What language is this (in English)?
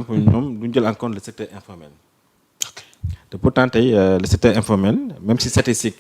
Wolof